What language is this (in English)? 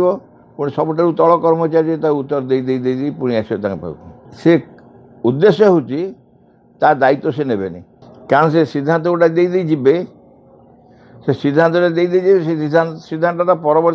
Odia